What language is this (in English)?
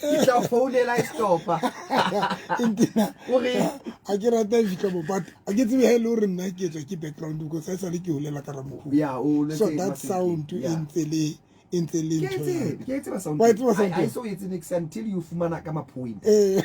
Southern Sotho